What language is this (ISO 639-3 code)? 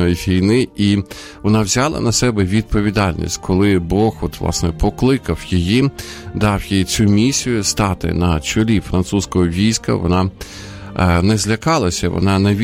ukr